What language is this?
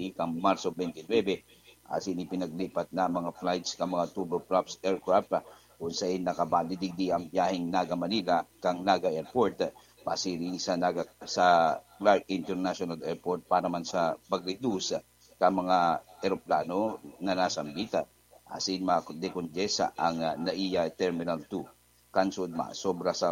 Bikol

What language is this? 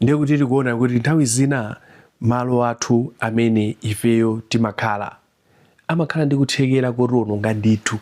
Nyanja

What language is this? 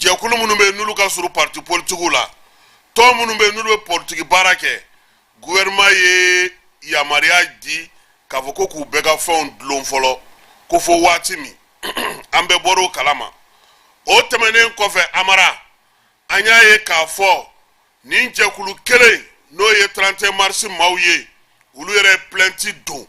Bambara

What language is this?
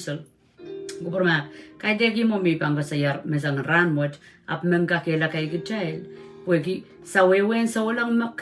Pohnpeian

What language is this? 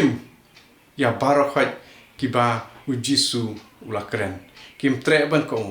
Khasi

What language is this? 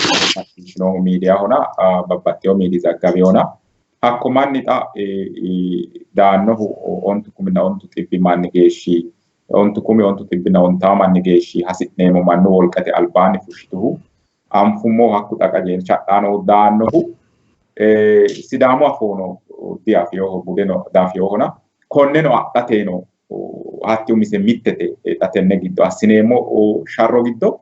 Sidamo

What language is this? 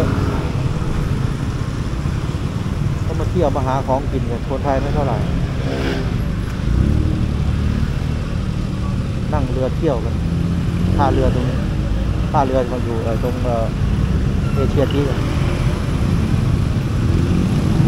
Thai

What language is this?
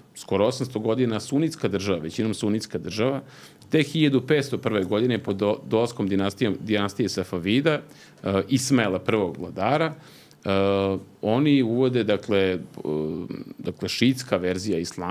Serbian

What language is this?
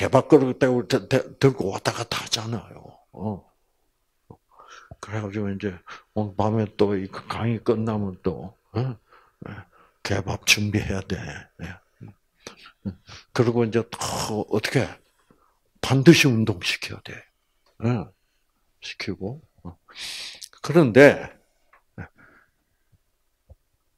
Korean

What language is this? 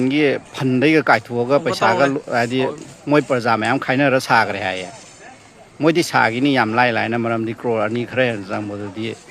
Manipuri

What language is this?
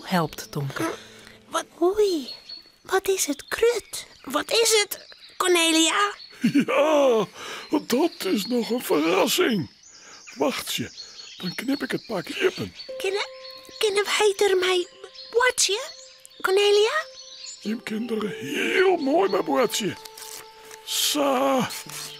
Western Frisian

